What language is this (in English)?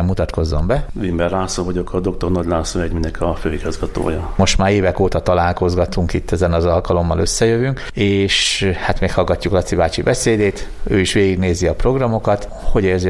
Hungarian